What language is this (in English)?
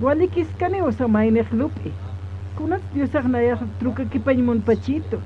Aymara